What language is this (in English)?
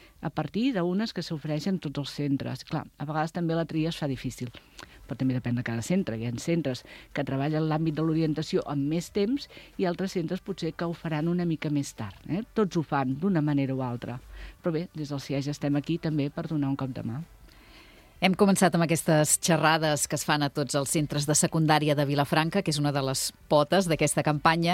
Catalan